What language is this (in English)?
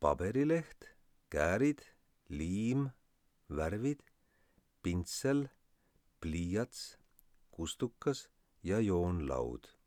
Estonian